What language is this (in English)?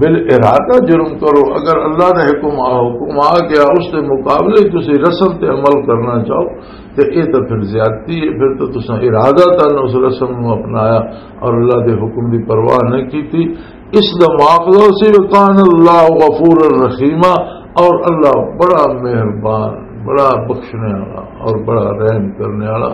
Western Panjabi